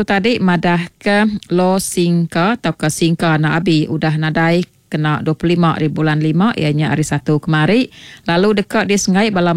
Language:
Iban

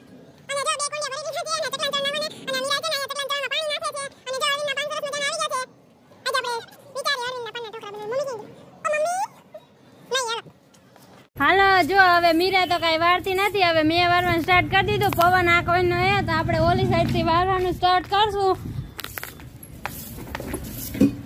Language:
Gujarati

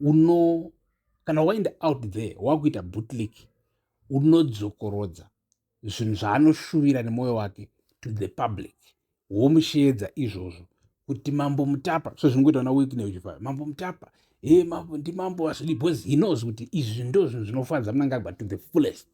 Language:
Shona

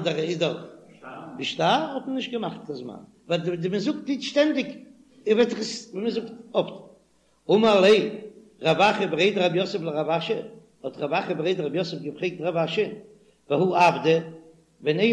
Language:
Yiddish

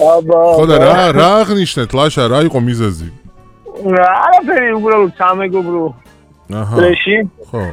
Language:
Georgian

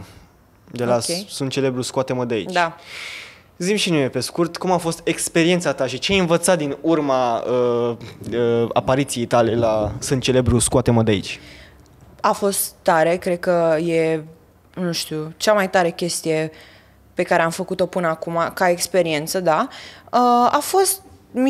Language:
Romanian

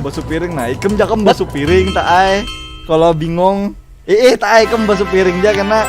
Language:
Banjar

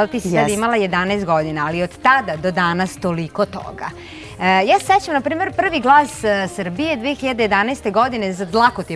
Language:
Serbian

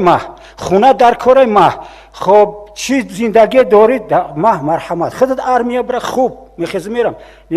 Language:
Tajik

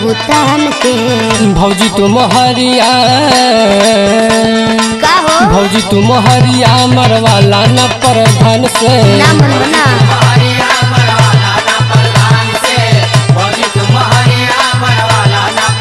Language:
Bhojpuri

